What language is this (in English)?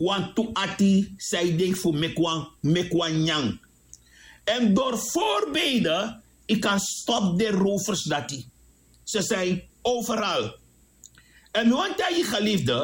Sranan Tongo